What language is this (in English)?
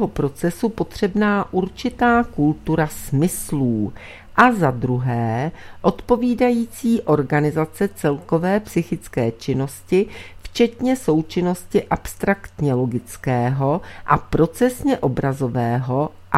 Czech